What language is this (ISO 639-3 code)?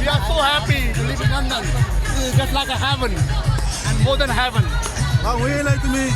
kok